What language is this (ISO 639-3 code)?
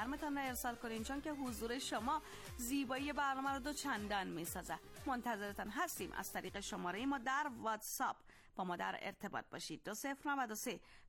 fas